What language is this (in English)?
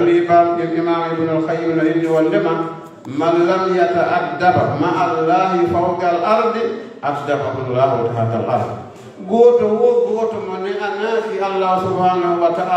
Fula